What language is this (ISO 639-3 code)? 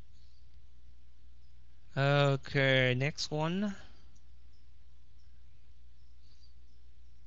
vie